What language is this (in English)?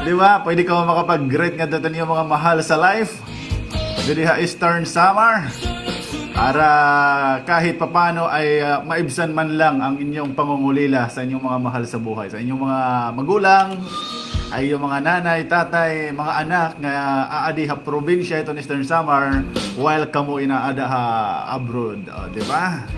Waray